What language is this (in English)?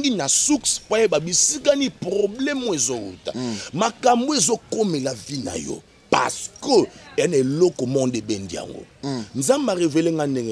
Lingala